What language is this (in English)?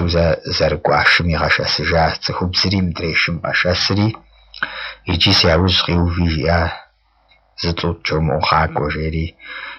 Kabardian